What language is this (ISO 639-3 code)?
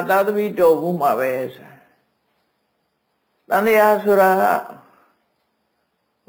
mya